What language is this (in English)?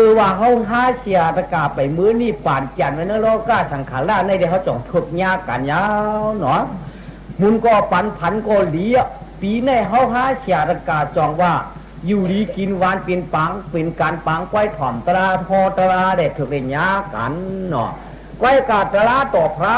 Shan